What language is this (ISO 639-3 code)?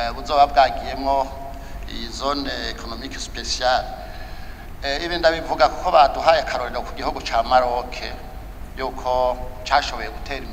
run